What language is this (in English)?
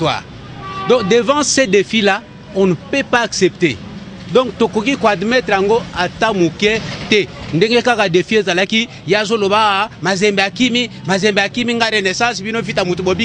Lingala